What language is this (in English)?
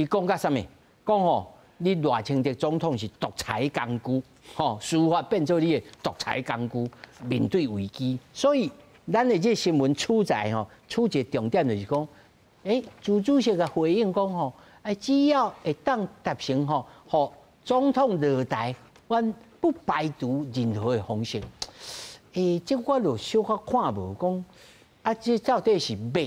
Min Nan Chinese